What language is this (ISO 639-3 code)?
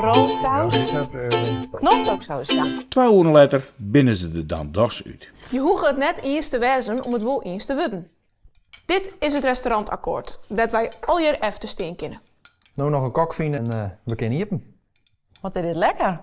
fry